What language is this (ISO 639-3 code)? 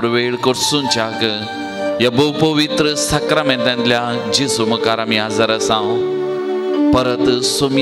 kok